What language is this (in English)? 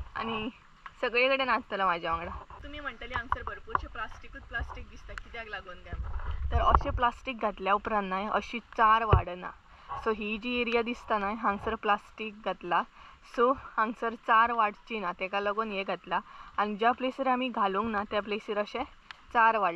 Konkani